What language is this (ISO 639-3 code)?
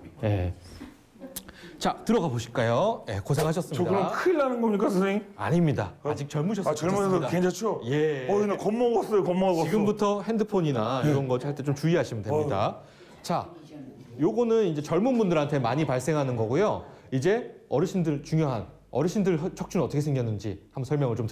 kor